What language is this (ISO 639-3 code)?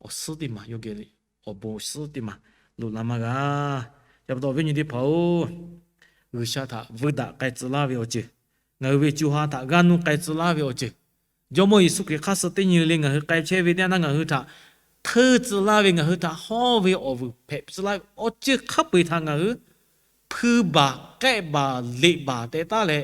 lhu